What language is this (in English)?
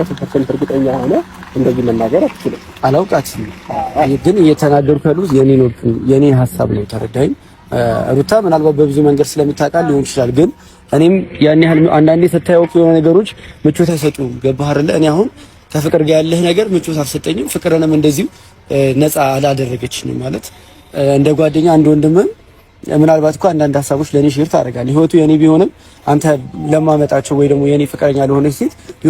Amharic